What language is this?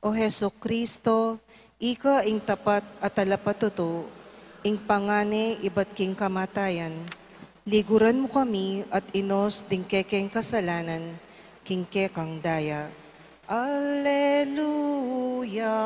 Pampanga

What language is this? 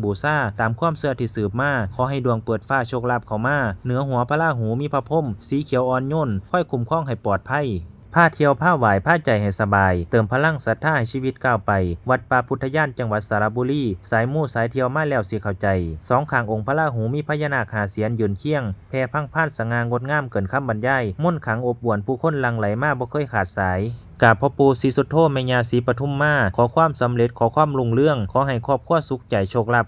Lao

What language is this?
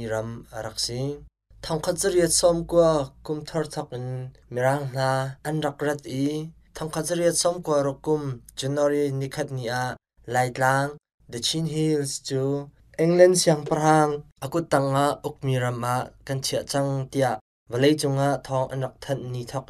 Hakha Chin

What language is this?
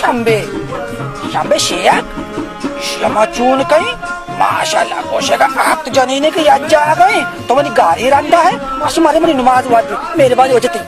Baluchi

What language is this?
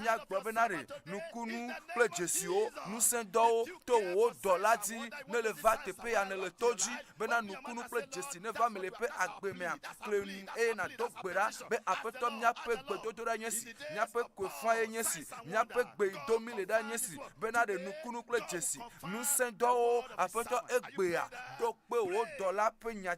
Ewe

